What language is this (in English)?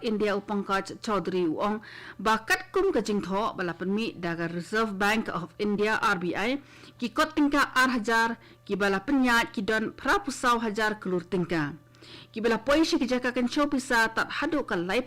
Khasi